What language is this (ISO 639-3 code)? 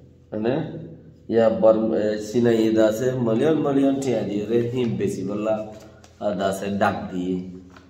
rhg